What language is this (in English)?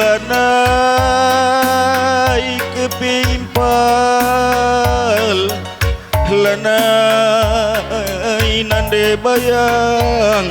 Batak Karo